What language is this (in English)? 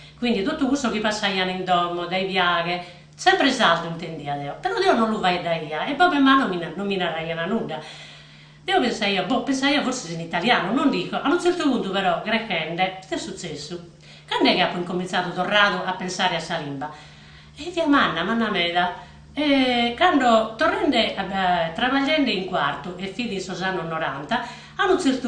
Sardinian